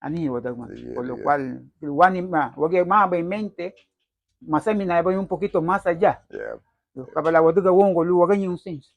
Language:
Garifuna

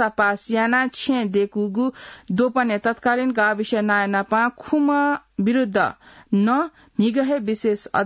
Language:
Newari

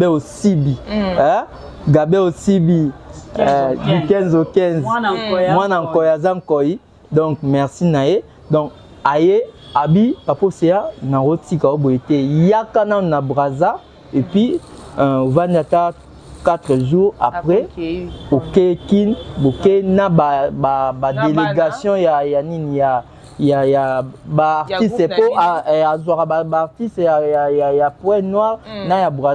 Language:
Lingala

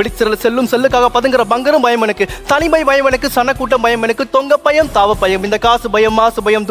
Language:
Tamil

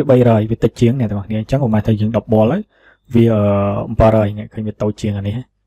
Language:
Khmer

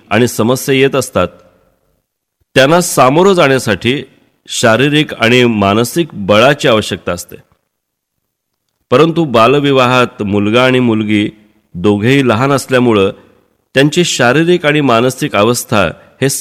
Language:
Marathi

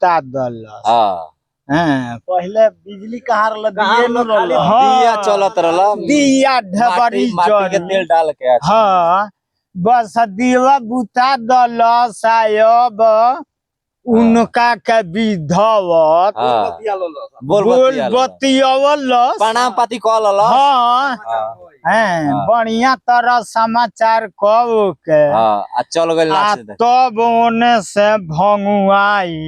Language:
Bhojpuri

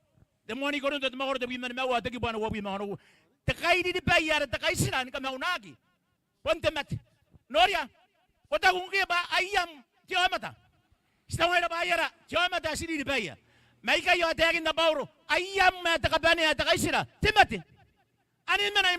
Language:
Gilbertese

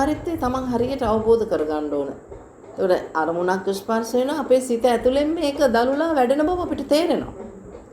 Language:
Sinhala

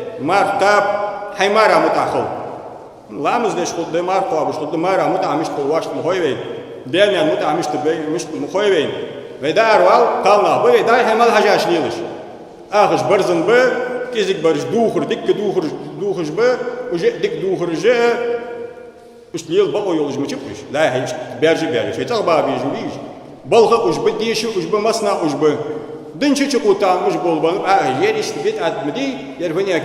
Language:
Ingush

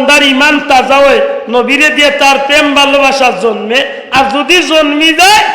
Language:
Sylheti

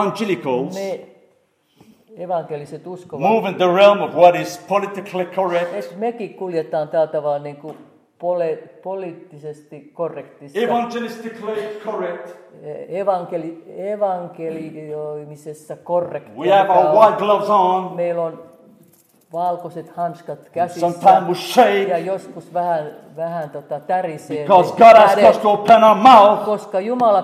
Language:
Finnish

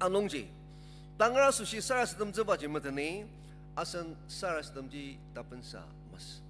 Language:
Ao Naga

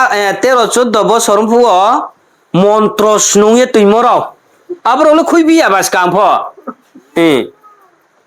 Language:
Riang (India)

